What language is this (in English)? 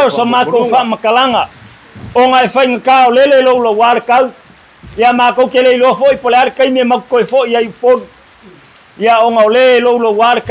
Samoan